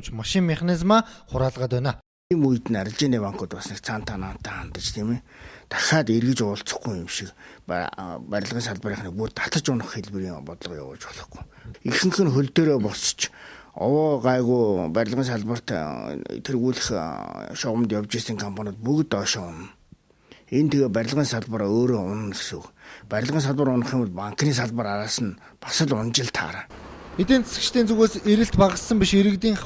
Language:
Mongolian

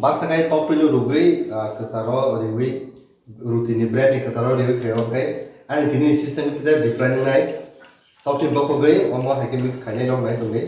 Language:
Kok Borok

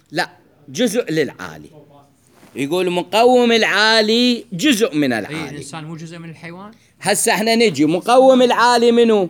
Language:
Mesopotamian Arabic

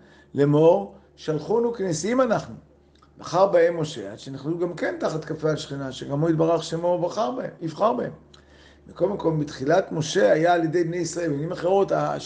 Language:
Hebrew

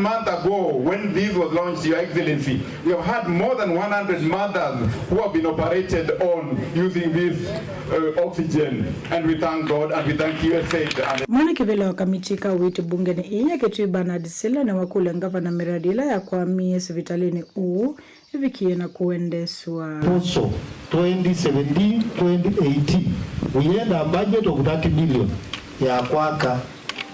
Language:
Kamba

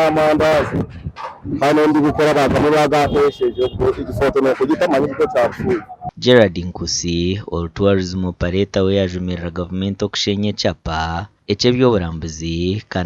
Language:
Nyankole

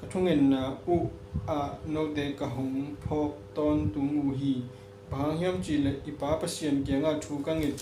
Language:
Tedim Chin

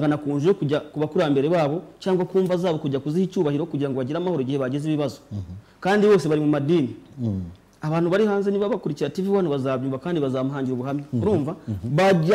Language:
Kinyarwanda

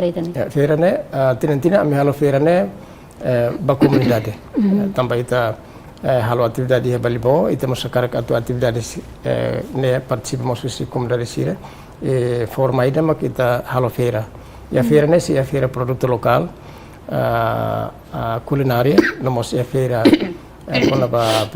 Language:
Tetum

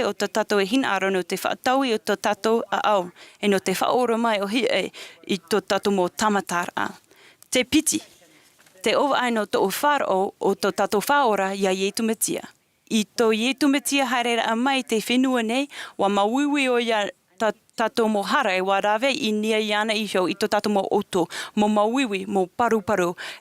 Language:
Tahitian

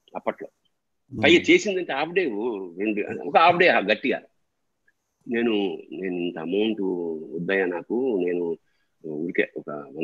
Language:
Telugu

